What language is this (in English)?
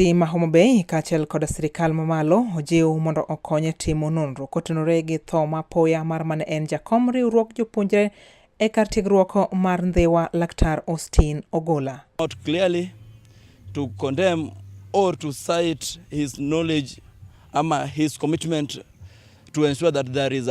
Luo (Kenya and Tanzania)